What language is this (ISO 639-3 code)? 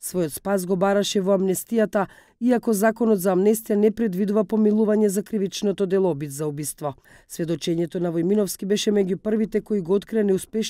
mkd